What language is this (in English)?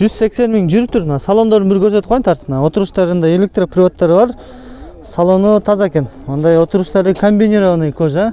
Kyrgyz